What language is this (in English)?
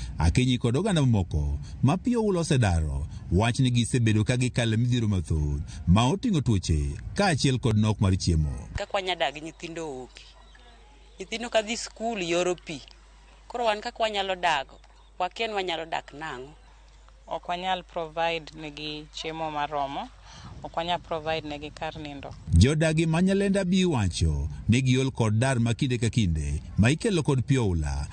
Luo (Kenya and Tanzania)